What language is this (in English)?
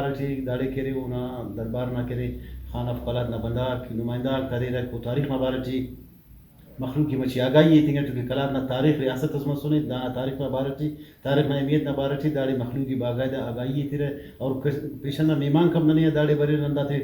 Brahui